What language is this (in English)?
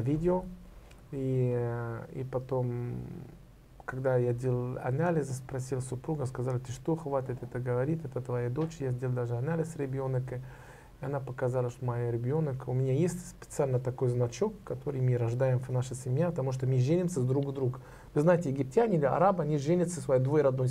Russian